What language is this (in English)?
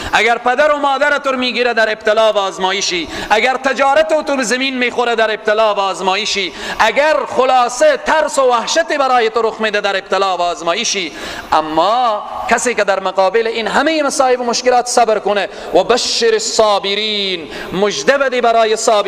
Tajik